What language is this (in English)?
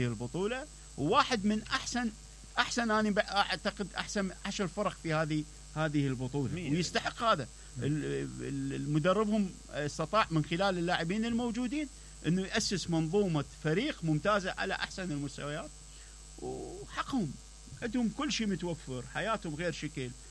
Mesopotamian Arabic